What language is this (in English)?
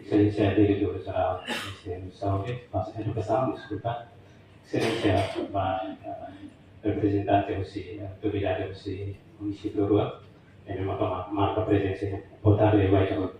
Tetum